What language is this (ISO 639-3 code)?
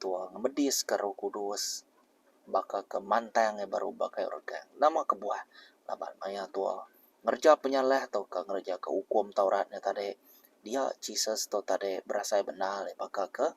iba